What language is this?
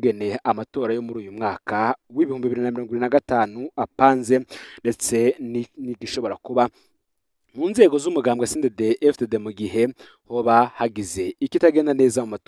Rundi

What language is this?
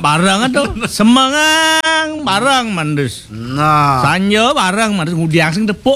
Balinese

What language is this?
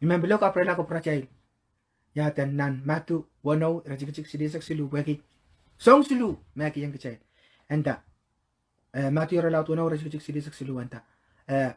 Pohnpeian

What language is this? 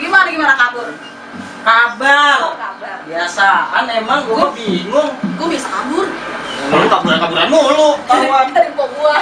Betawi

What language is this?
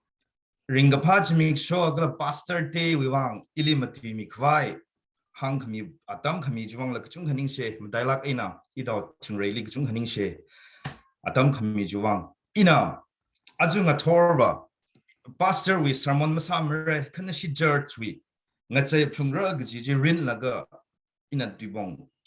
Tangkhul Naga (India)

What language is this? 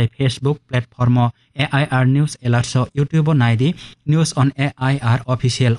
Kok Borok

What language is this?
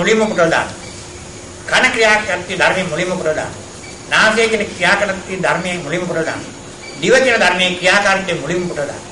Sinhala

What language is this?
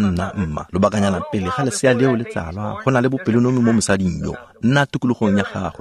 Tswana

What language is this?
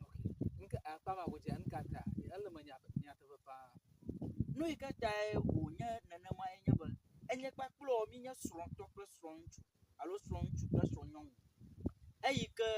Ewe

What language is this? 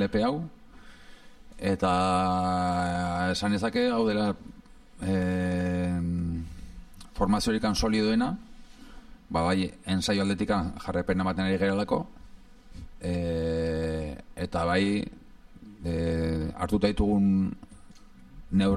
Basque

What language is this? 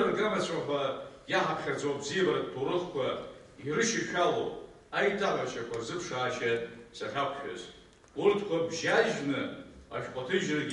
Abkhazian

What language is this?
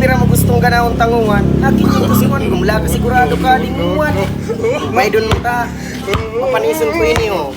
Bikol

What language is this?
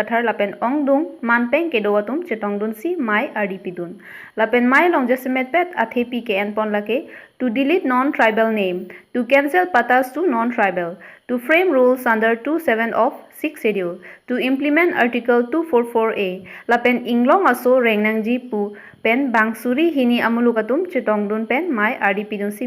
Karbi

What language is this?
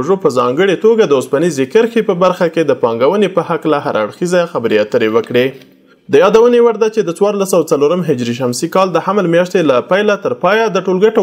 Pashto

